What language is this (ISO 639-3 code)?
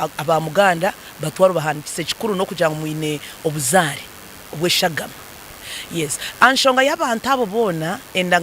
nyn